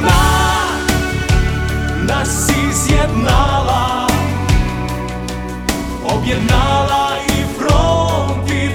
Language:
Ukrainian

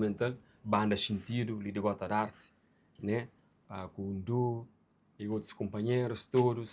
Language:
Kabuverdianu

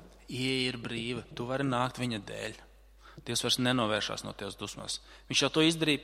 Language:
Latvian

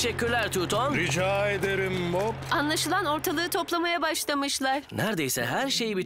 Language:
Turkish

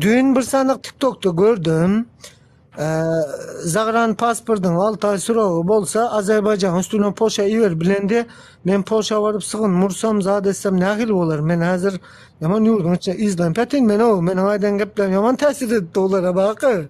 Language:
Turkmen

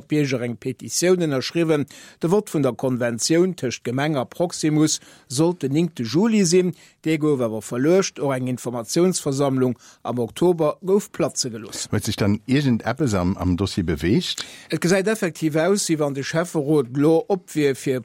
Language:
Luxembourgish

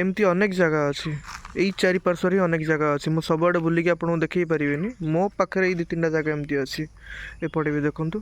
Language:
Odia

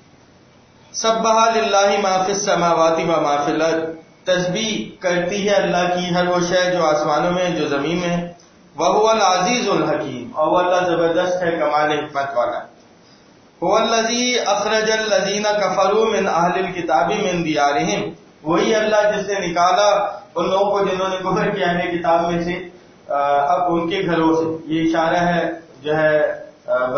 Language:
Urdu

